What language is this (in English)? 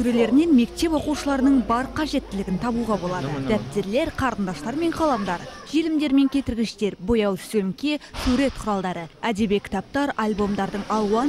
Kazakh